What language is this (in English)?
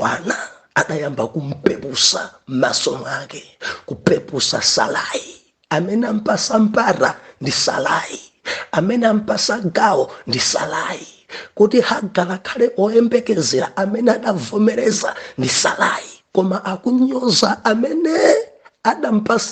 Nyanja